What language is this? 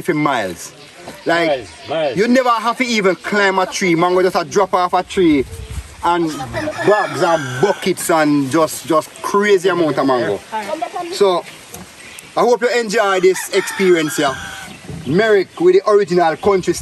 Jamaican Creole English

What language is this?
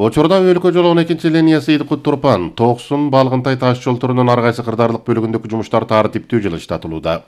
Kyrgyz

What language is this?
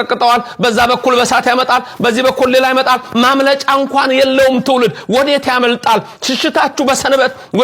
Amharic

